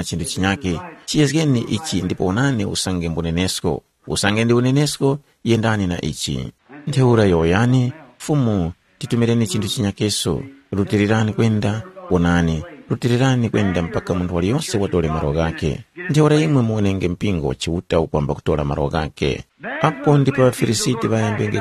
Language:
Tumbuka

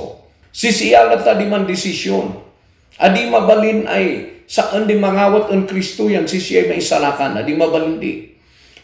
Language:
Kankanaey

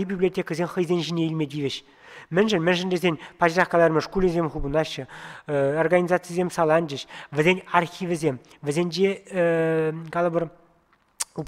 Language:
Chuvash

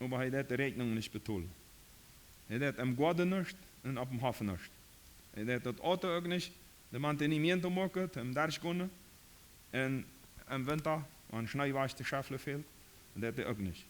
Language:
Plautdietsch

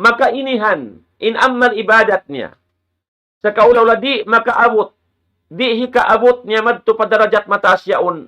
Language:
Tausug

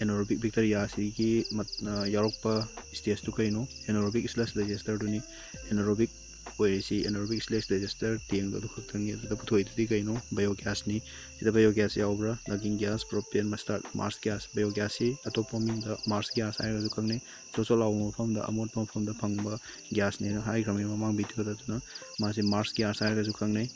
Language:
Manipuri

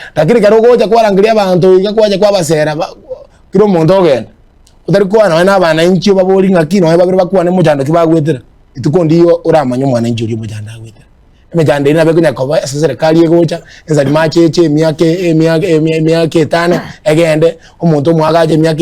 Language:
Gusii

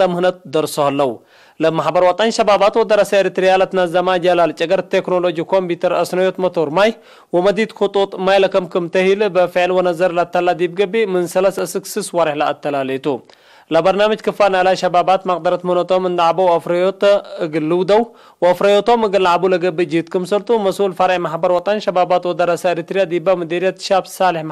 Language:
Tigre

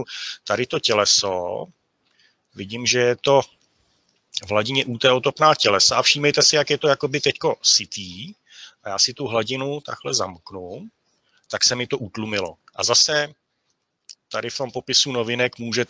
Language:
Czech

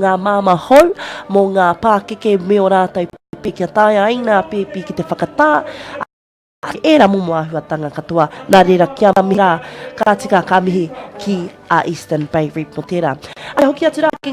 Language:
Māori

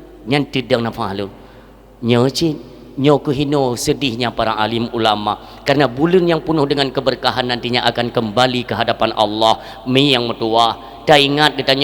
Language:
Achinese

